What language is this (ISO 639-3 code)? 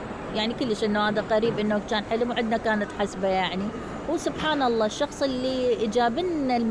acm